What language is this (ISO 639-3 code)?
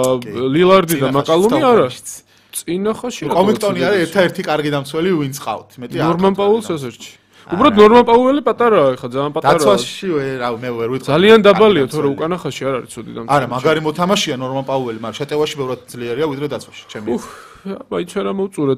kat